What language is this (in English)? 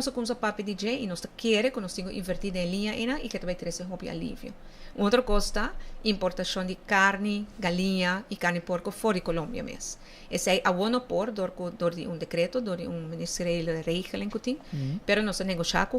Papiamento